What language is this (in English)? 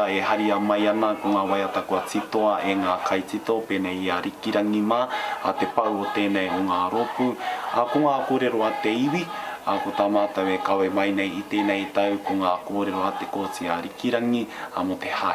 Māori